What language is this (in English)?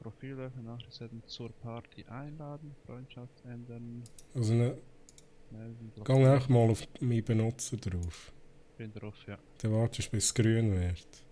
Swiss German